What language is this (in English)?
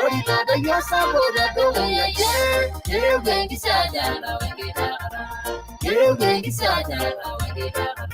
Masai